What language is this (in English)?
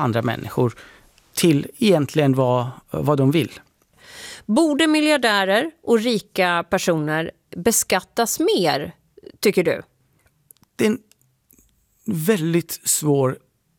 Swedish